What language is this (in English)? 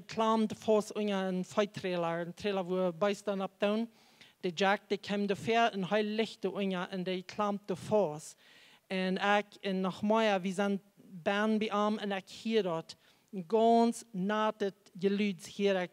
Plautdietsch